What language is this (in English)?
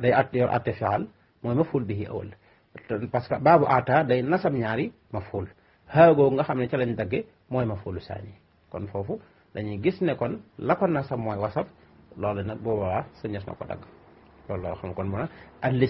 Wolof